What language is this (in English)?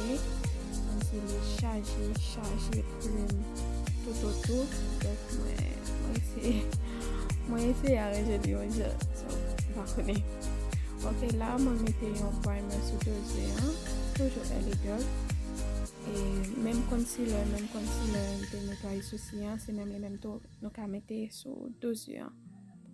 Haitian Creole